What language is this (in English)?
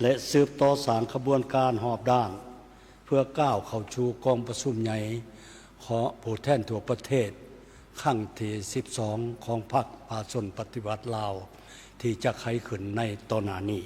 Lao